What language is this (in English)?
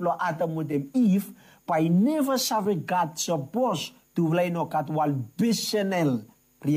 Bislama